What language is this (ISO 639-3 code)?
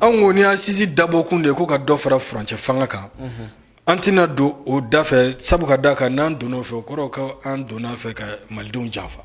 bam